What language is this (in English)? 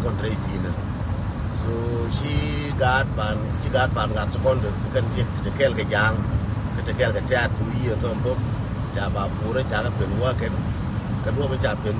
Nuer